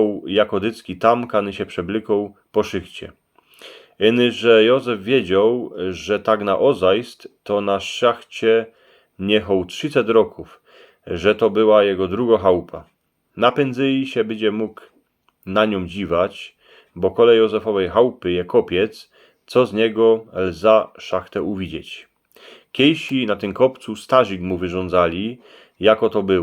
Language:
Silesian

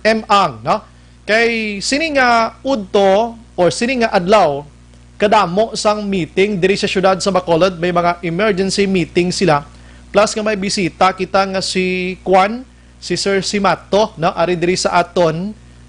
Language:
Hiligaynon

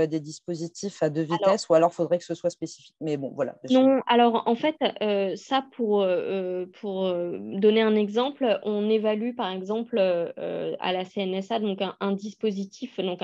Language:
French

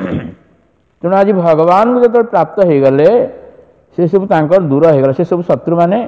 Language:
Odia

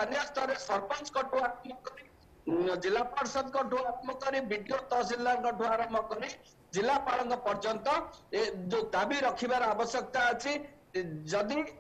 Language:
Odia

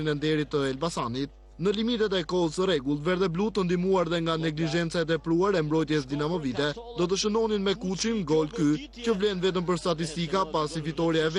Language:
Albanian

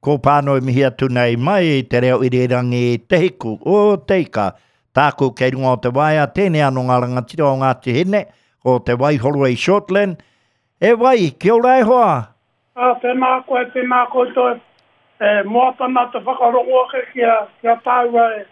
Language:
Māori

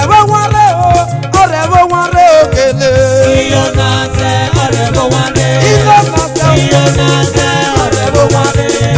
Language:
Esan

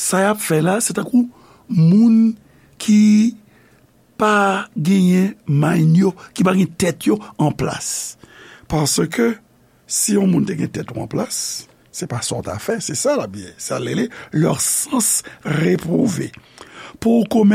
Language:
Haitian Creole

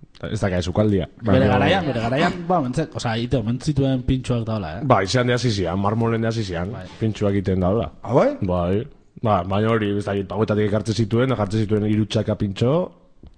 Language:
Basque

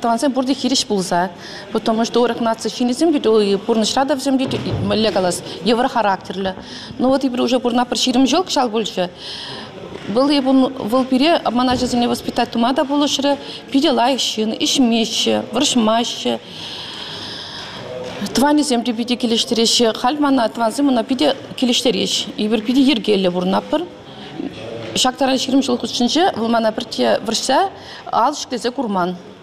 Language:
Chuvash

